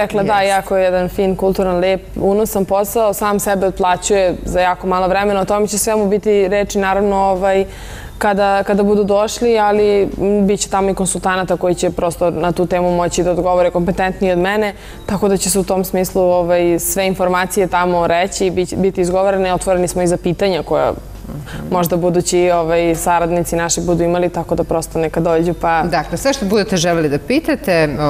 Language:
Serbian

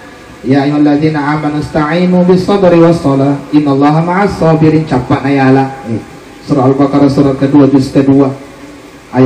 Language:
Buginese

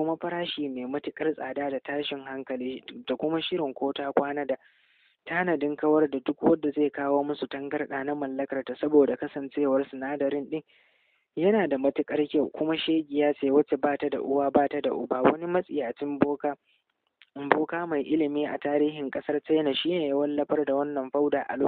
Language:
Hausa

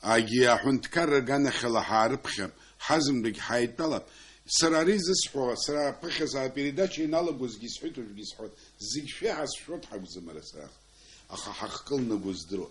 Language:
Abkhazian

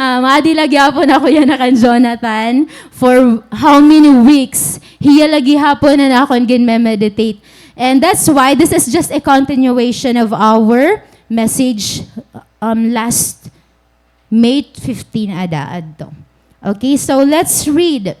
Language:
Waray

